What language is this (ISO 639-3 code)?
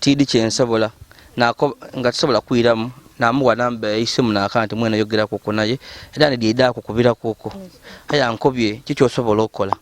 lug